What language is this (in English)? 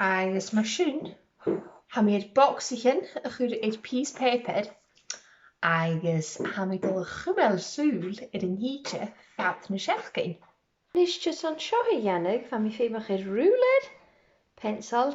Scottish Gaelic